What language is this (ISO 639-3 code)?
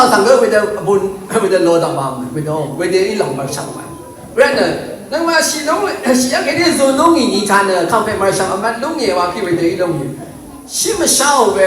raw